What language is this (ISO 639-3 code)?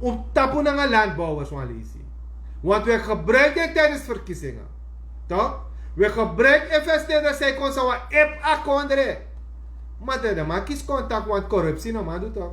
srn